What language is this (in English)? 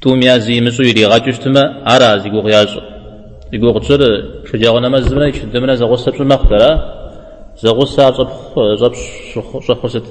Kabardian